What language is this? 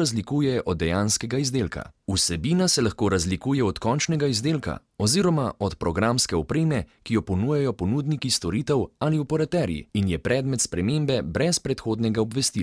Slovenian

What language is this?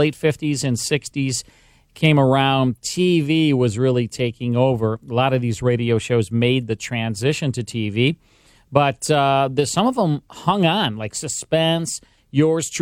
English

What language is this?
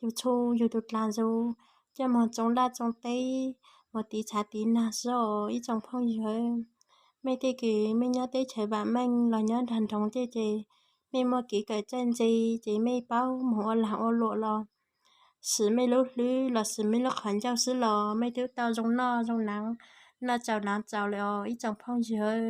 Hmong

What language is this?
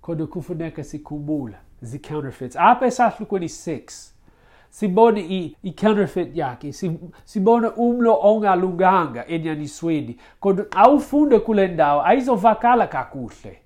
Xhosa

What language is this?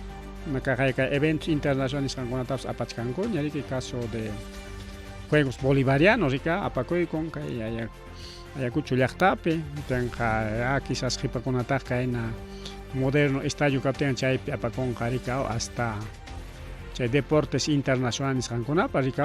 Ayacucho Quechua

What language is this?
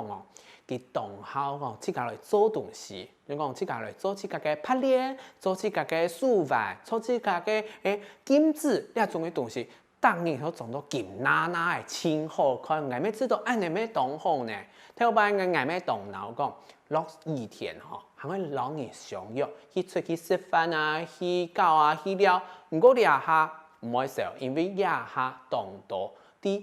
Hakka Chinese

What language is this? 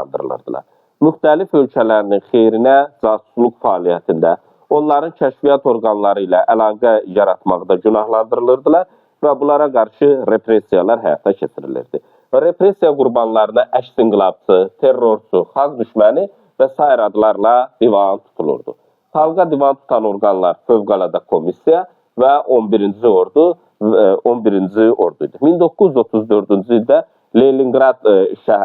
Azerbaijani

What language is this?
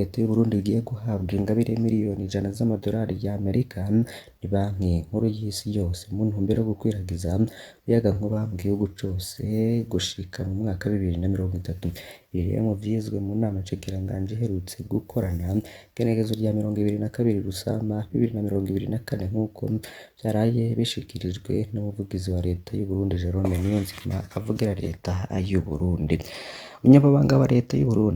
Rundi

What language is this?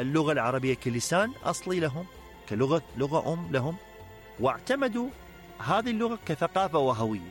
Mesopotamian Arabic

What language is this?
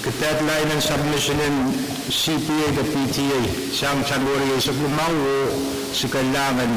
Pohnpeian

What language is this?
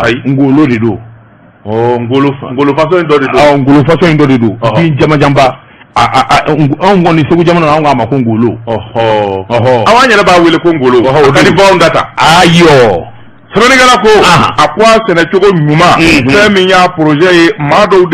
Bambara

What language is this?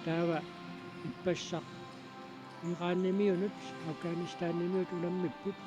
Kalaallisut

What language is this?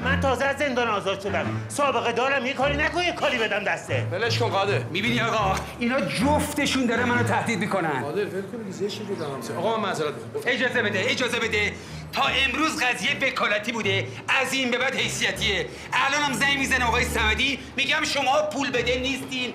Persian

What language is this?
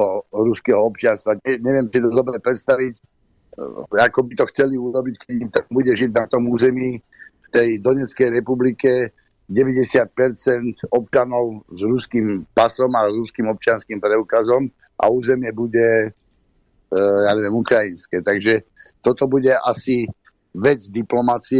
Slovak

